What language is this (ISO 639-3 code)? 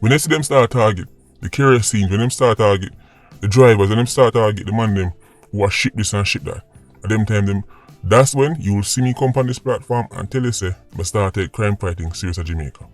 jam